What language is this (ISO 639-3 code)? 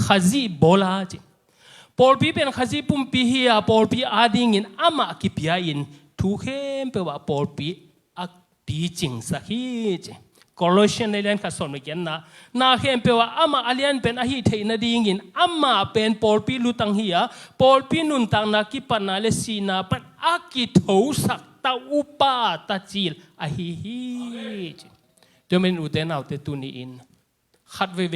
ctd